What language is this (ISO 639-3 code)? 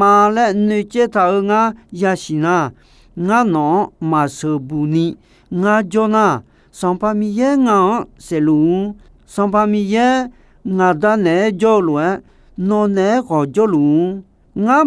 ahk